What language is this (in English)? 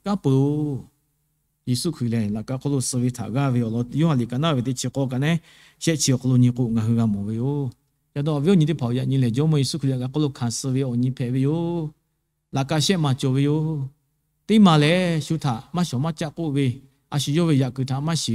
Lahu